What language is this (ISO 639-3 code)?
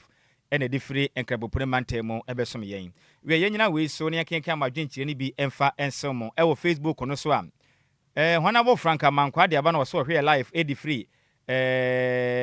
aka